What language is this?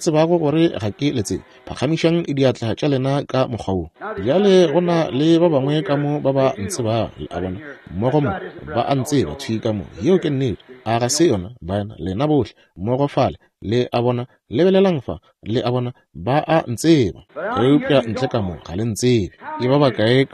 Northern Sotho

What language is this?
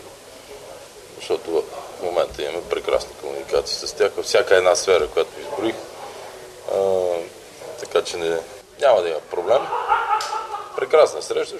Bulgarian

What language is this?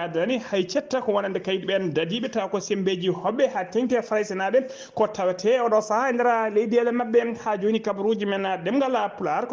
Fula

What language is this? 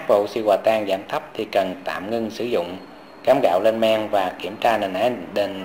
Vietnamese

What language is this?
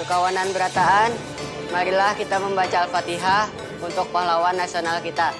Banjar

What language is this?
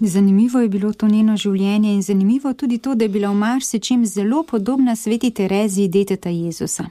Slovenian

